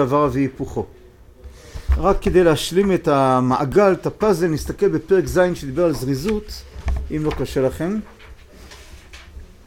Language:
Hebrew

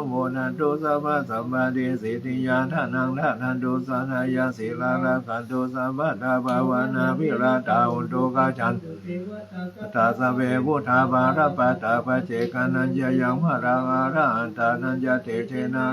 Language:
Pali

